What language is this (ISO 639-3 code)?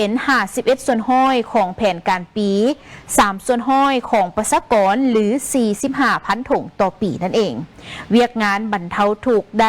lao